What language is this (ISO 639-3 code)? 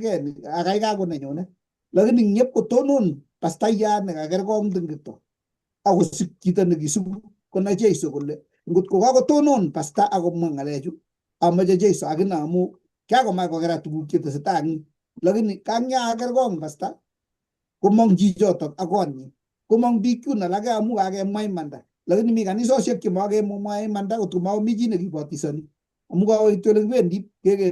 kln